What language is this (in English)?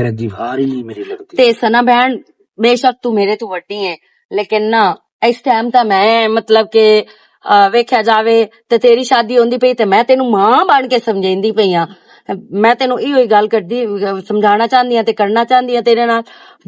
Western Panjabi